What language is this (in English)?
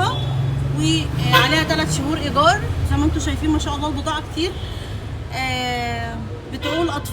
Egyptian Arabic